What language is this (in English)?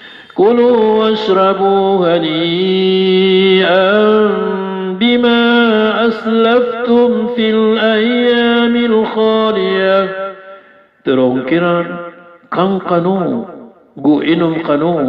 Maranao